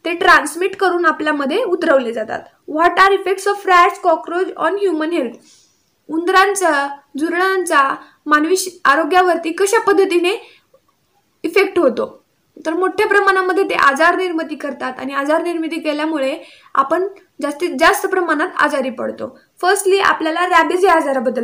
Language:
Marathi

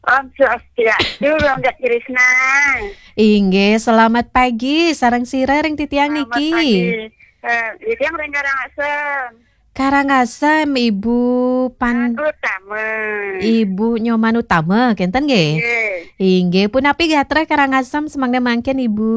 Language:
Balinese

